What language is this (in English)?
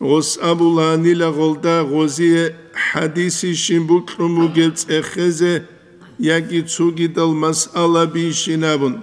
Avaric